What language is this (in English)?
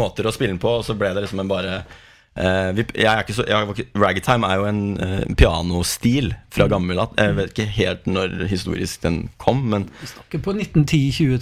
Norwegian